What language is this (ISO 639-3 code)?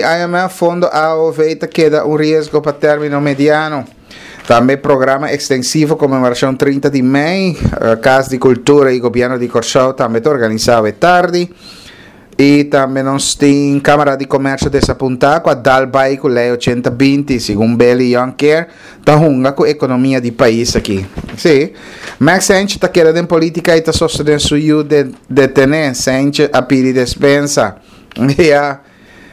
pap